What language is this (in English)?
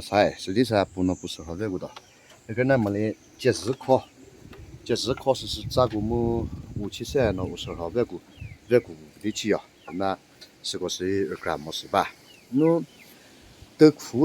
Chokri Naga